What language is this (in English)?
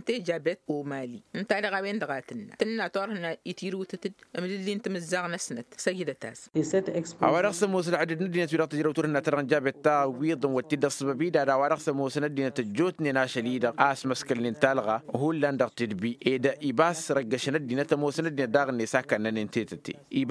Tamasheq